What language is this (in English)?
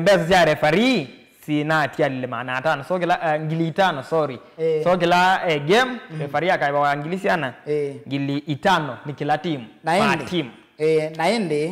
Kamba